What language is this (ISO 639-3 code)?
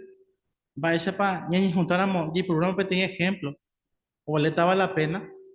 grn